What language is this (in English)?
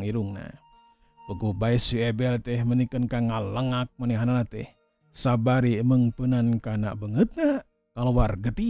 Sundanese